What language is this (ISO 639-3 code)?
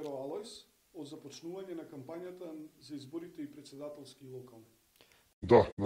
mkd